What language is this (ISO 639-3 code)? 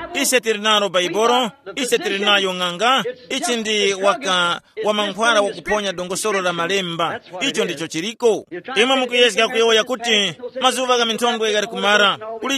tum